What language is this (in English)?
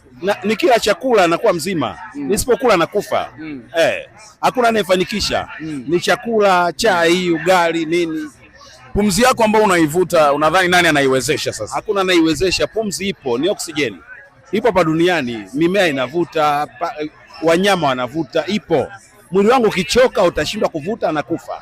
Swahili